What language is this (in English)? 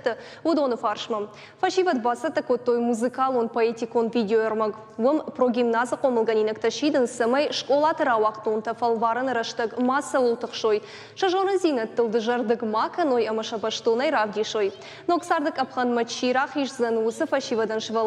Ossetic